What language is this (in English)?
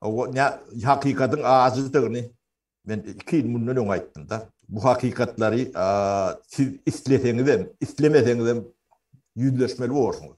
Turkmen